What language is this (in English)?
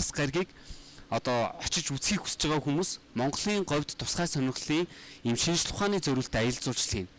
Mongolian